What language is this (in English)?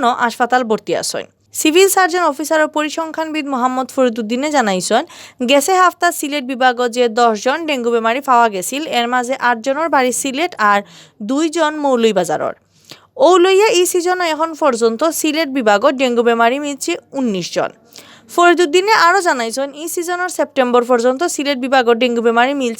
Sylheti